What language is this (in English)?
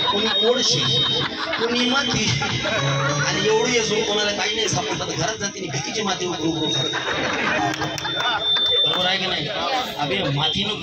Marathi